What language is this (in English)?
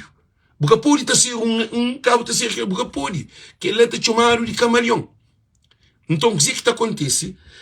Kabuverdianu